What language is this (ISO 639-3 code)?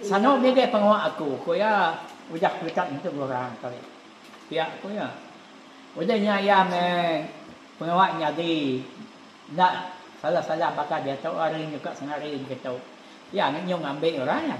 iba